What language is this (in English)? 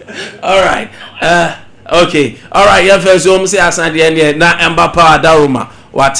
Akan